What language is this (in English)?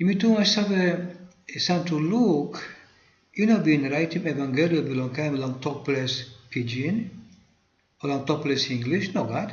Tok Pisin